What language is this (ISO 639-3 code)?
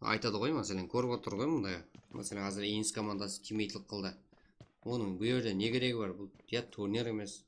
kaa